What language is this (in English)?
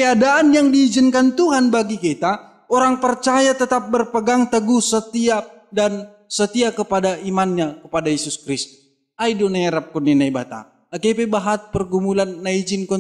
Batak Simalungun